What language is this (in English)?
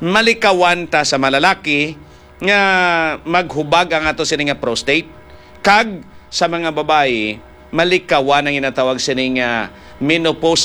Hiligaynon